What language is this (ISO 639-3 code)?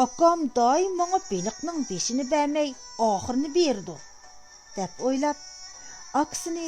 uig